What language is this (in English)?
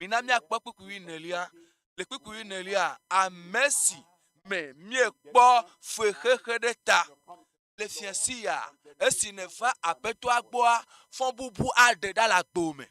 Ewe